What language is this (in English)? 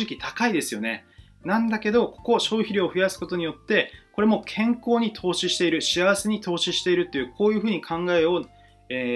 Japanese